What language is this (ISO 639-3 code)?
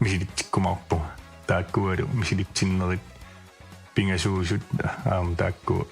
kal